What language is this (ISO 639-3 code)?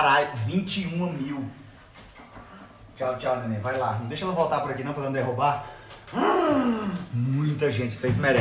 por